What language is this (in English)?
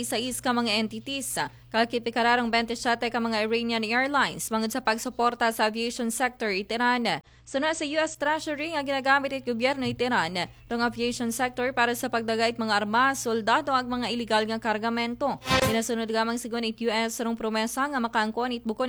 Aklanon